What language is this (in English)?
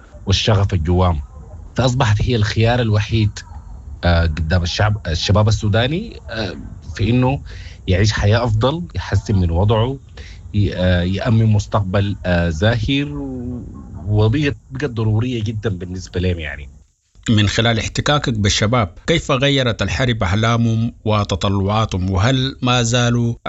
Sudanese Arabic